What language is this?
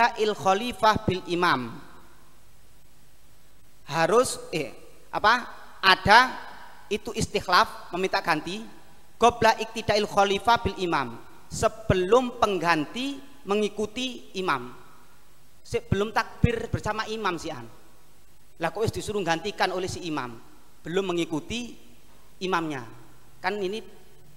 Indonesian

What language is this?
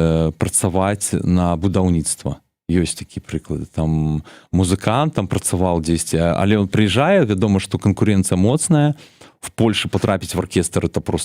Belarusian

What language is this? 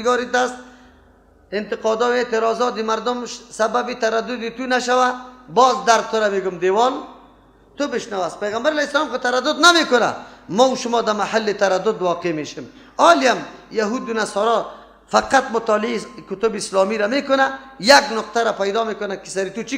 Persian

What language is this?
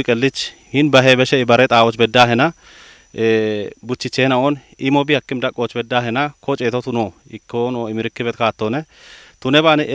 Kafa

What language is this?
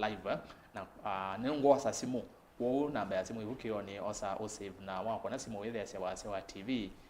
Kamba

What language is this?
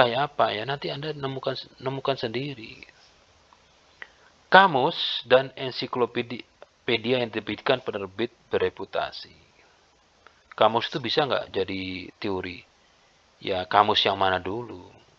Indonesian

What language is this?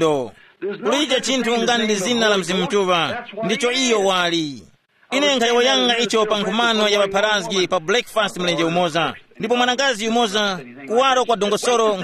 Tumbuka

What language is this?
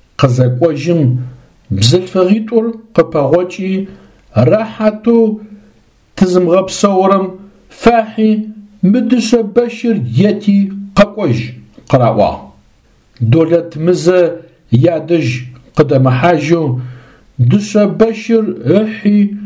Adyghe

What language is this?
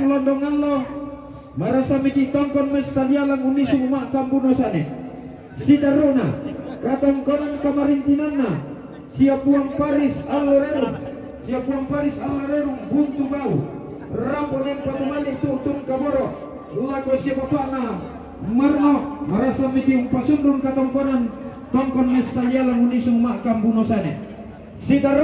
Toraja-Sa'dan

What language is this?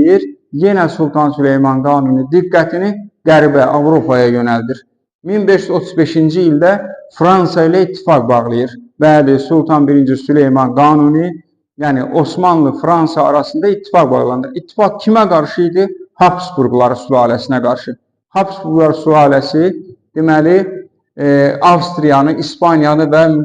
Azerbaijani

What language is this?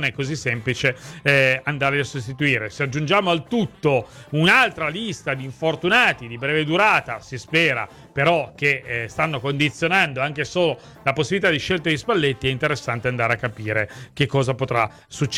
Italian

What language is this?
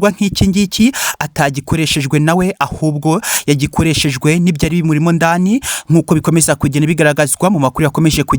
Kinyarwanda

